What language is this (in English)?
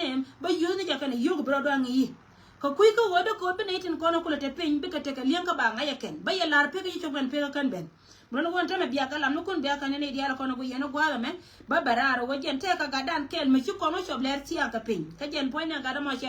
Nuer